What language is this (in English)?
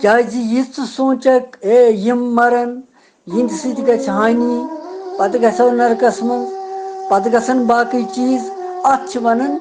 Kashmiri